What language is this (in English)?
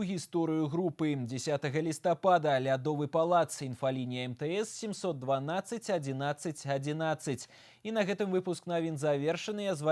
Belarusian